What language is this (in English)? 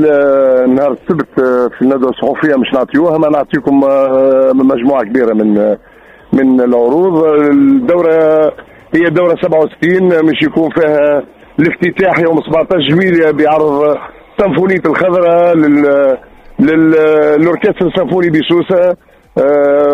Tunisian Arabic